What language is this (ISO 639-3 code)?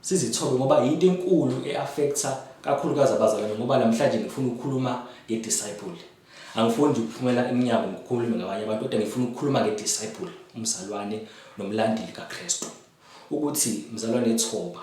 zul